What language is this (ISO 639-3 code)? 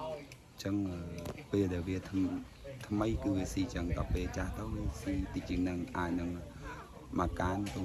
khm